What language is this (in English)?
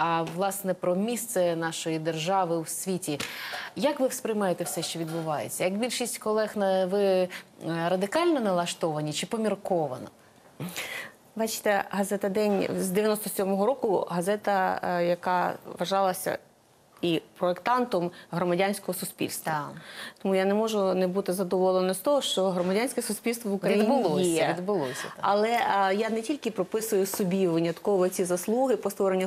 Ukrainian